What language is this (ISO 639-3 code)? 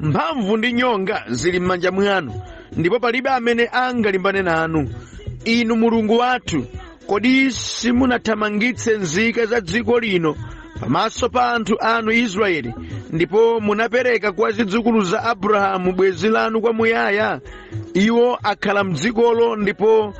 nya